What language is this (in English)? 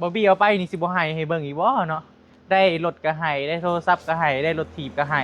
Northeastern Thai